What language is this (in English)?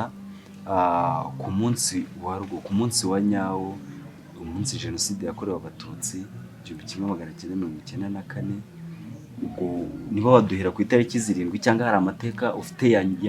Kinyarwanda